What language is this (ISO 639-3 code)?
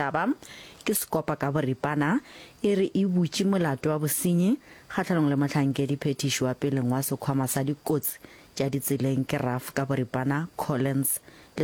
nso